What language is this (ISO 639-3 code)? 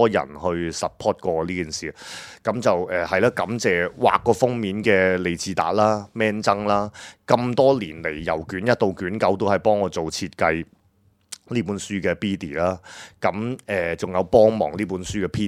yue